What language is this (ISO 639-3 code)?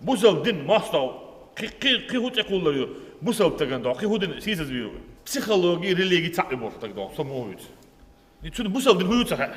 che